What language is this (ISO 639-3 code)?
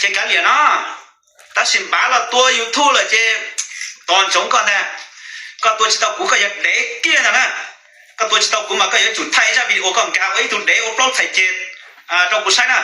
hmn